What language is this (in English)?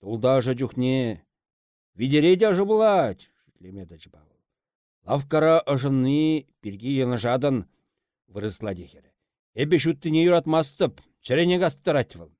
Chuvash